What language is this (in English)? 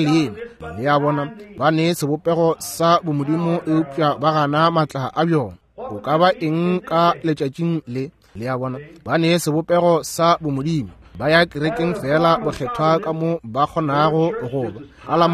Northern Sotho